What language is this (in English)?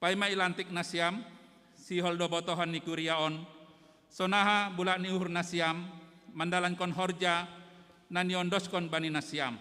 Batak Simalungun